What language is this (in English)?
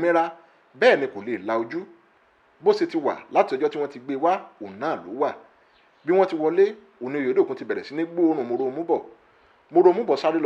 Yoruba